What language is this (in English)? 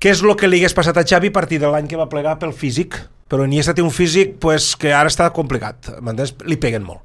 Catalan